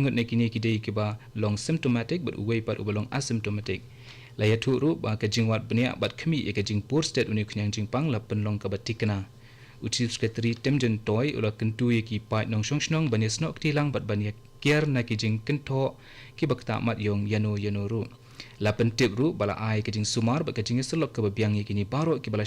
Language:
Khasi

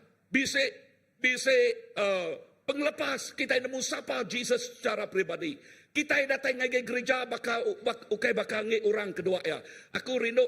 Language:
Iban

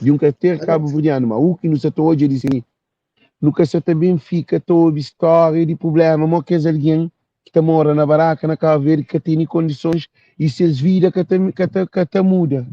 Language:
Kabuverdianu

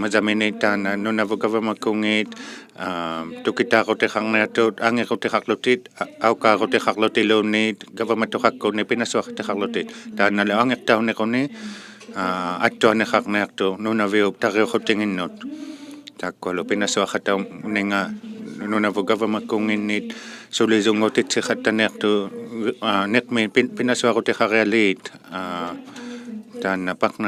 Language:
Inuktitut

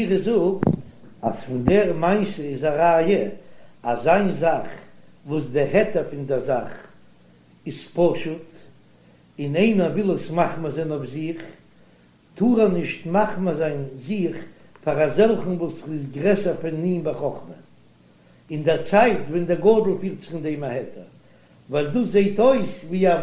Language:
Yiddish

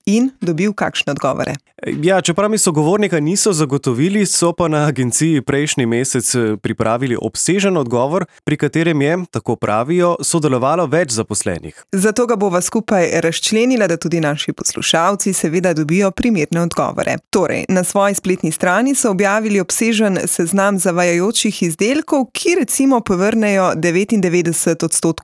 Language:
Slovenian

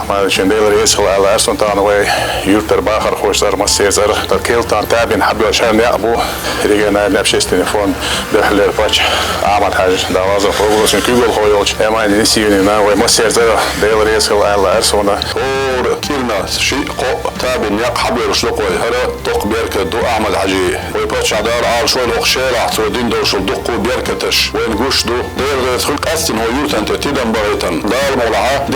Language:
Chechen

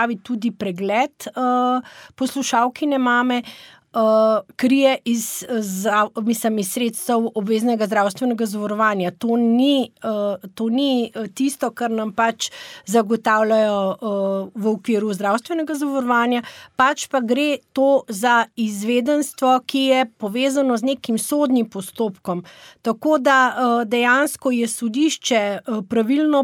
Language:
Slovenian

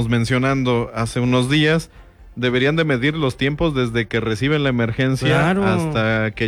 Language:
Spanish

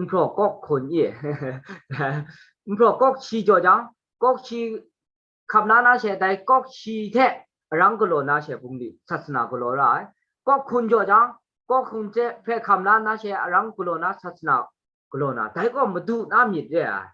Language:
Kachin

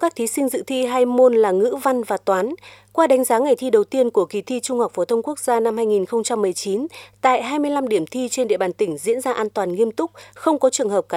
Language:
Vietnamese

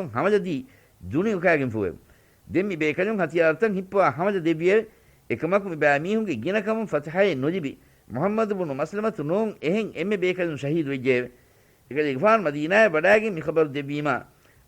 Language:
Divehi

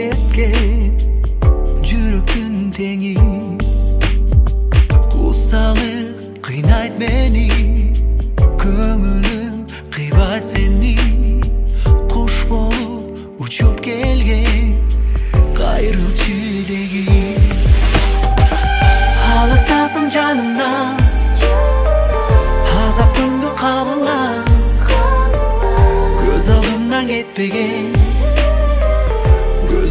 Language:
Kazakh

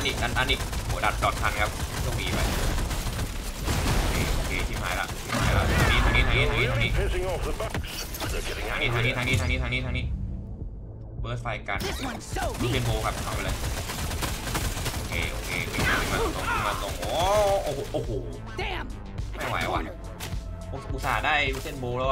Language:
Thai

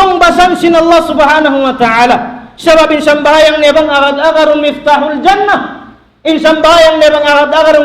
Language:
Tausug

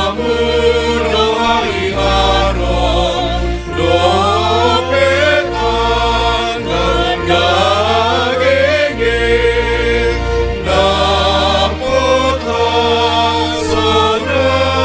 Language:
Batak Simalungun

